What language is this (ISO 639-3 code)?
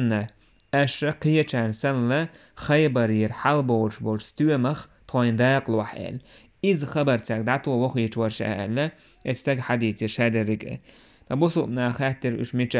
che